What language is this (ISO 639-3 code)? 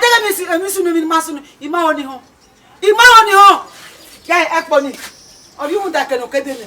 bin